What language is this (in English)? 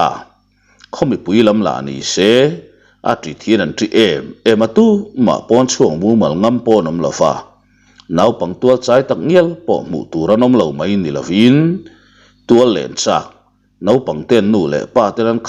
Mizo